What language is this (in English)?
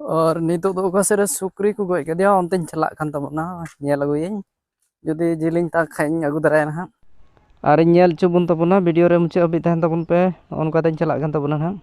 Santali